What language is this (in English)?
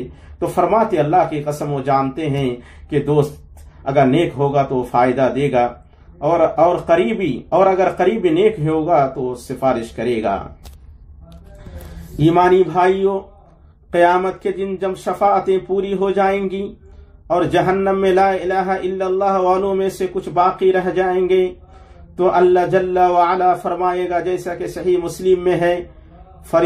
Urdu